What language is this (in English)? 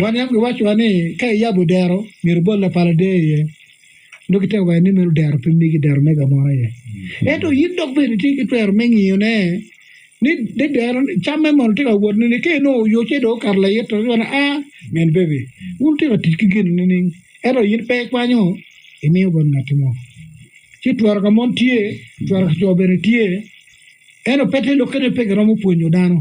Acoli